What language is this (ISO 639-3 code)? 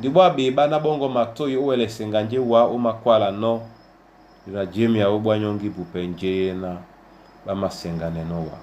dua